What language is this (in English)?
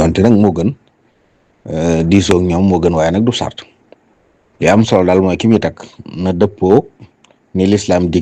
Wolof